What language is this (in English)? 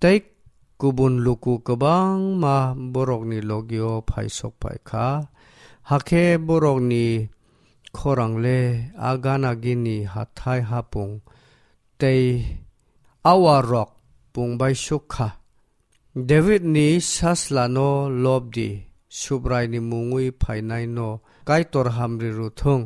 Kok Borok